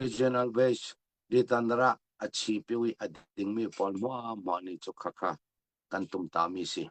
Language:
Falam Chin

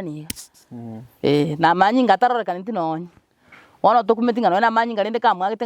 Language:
Gusii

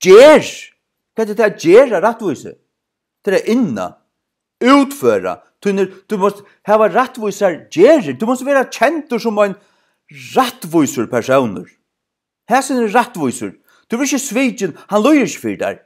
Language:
Faroese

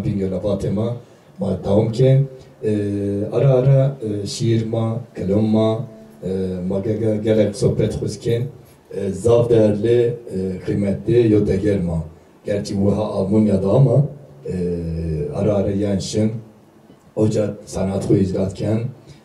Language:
Zaza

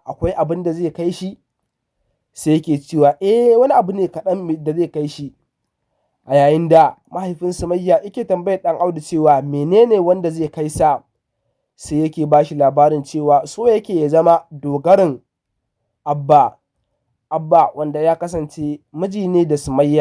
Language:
Hausa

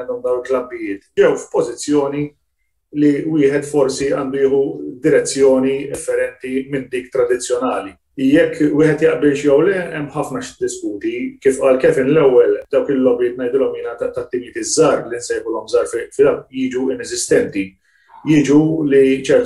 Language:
Maltese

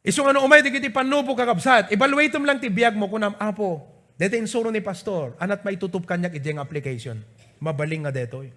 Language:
Iloko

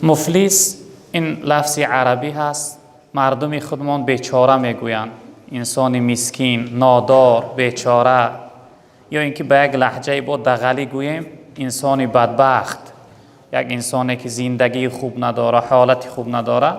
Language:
Tajik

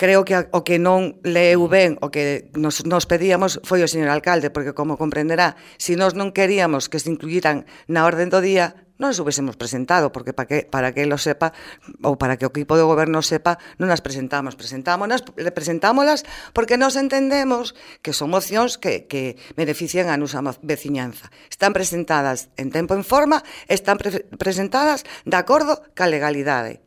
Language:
Galician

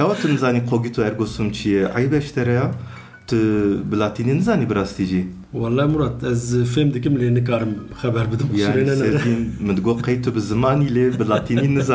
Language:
Kurdish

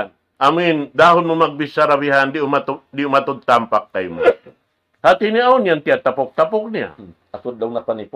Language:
Tausug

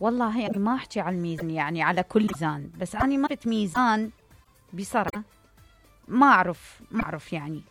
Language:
Mesopotamian Arabic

